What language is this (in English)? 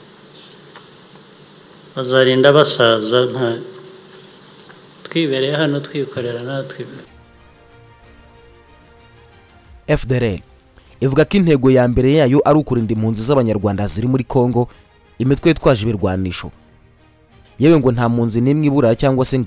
Kinyarwanda